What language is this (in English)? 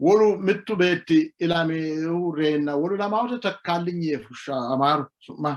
Sidamo